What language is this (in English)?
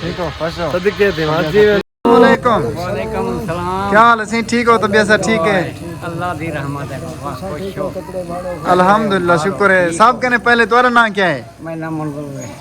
Saraiki